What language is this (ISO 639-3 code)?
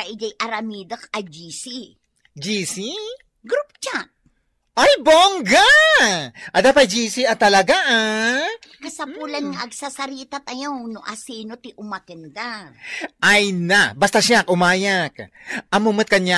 ilo